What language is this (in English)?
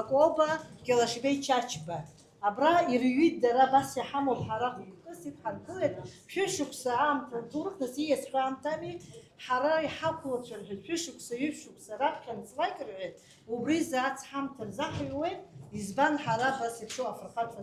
Abkhazian